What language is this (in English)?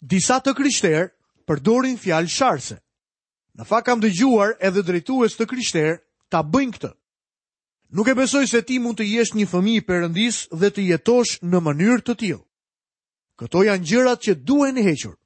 Albanian